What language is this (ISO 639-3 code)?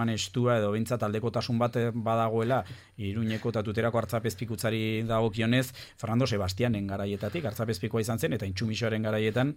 eus